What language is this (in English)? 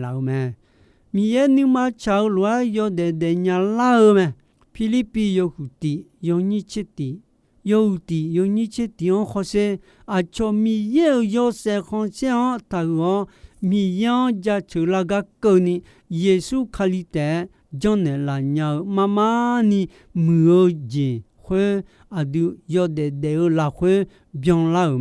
Akha